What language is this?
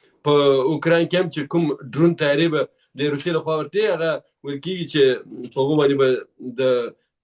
Pashto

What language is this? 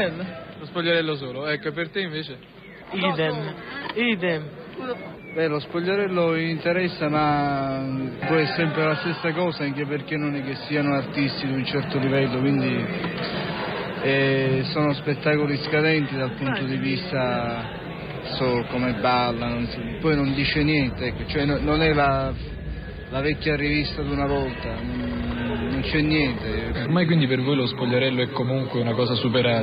Italian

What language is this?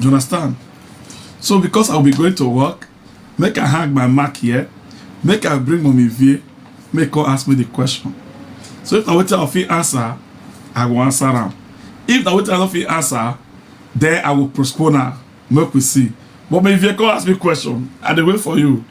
Nigerian Pidgin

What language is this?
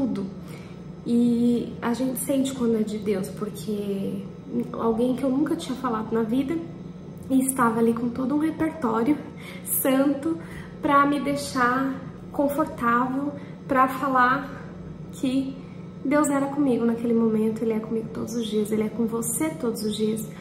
Portuguese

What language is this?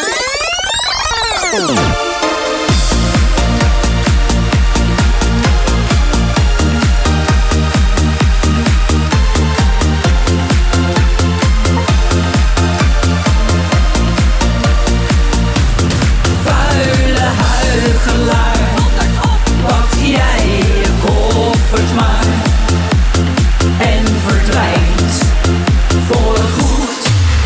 Dutch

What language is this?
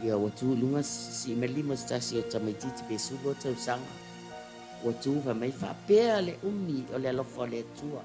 Samoan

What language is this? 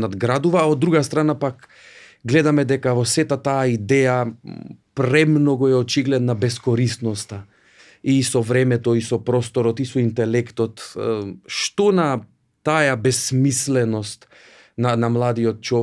Macedonian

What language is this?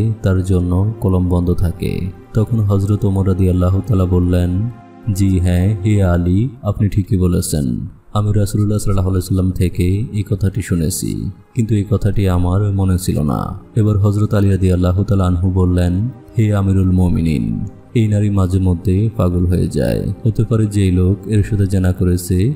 Bangla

